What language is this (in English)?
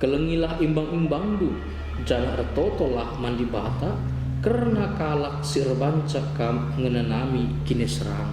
Batak Karo